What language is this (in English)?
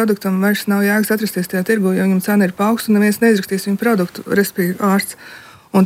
Latvian